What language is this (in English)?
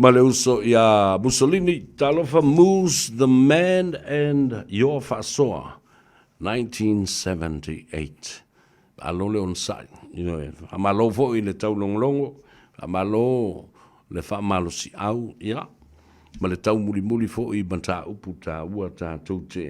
Samoan